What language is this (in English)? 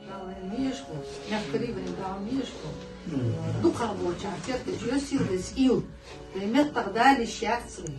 Ingush